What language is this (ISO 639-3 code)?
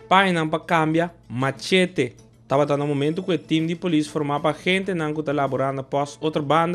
pap